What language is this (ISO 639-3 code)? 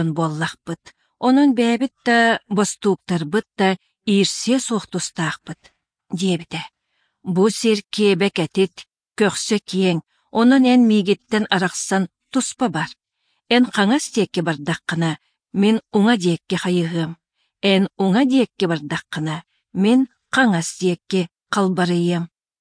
sah